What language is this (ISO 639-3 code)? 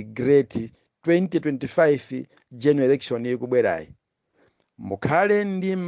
nya